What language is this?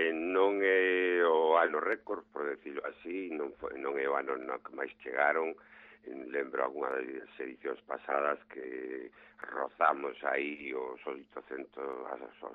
Galician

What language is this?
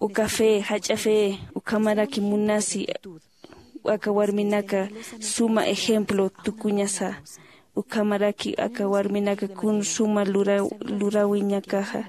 Aymara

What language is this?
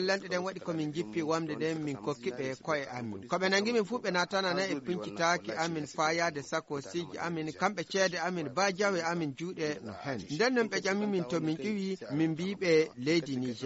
Fula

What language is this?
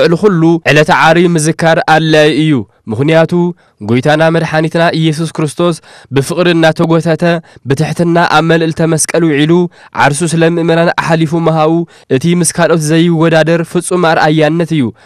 Tigrinya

